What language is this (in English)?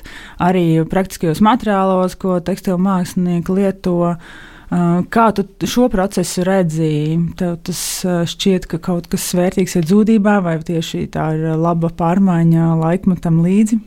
Latvian